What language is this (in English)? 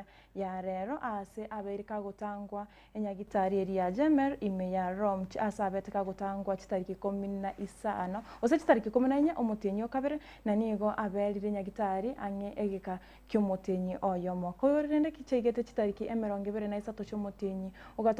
Gusii